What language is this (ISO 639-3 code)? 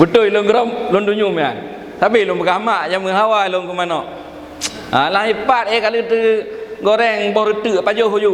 ace